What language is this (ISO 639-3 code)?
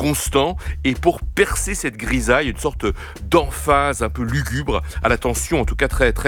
fra